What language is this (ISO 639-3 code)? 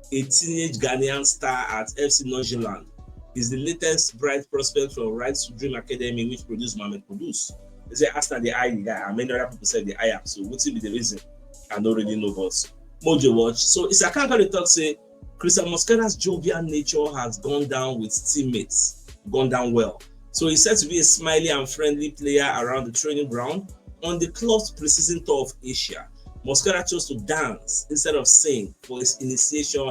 pcm